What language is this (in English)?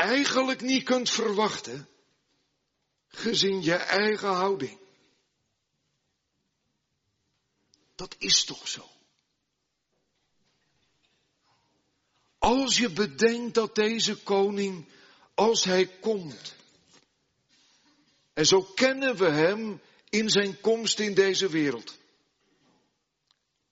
Dutch